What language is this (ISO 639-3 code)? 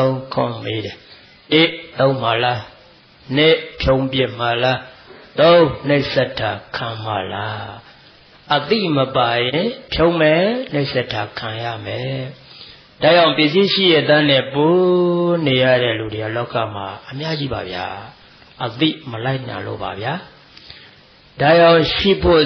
mya